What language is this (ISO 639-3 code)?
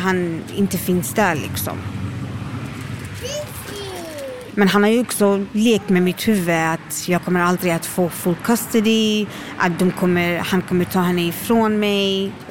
swe